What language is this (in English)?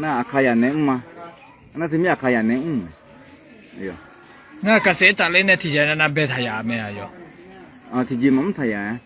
Akha